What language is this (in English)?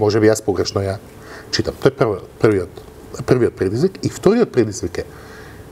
Macedonian